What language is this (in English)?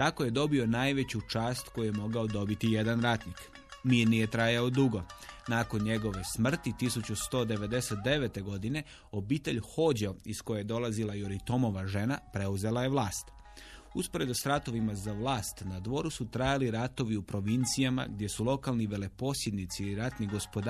Croatian